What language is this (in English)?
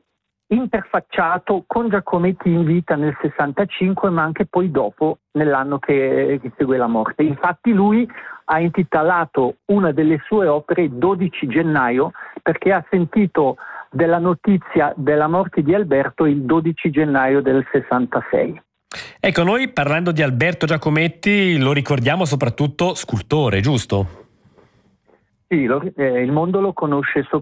Italian